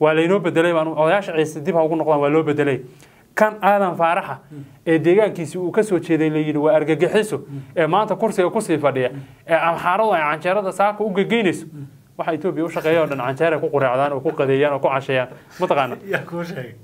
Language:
Somali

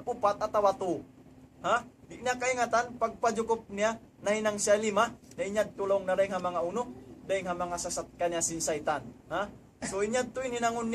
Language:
Tausug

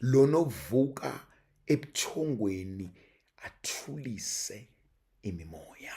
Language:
Zulu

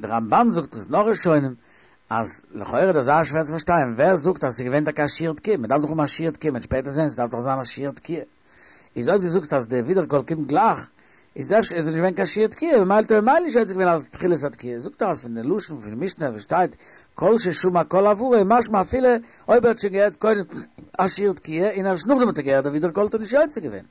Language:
Yiddish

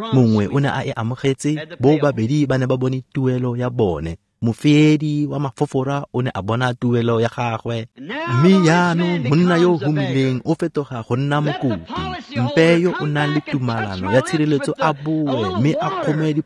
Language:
Tswana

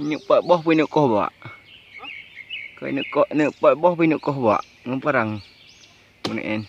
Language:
Achinese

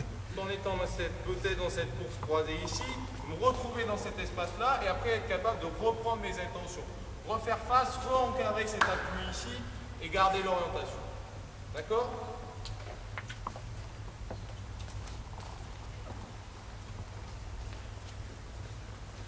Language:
French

